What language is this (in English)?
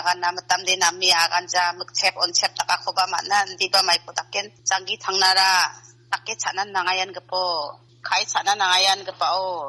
Garo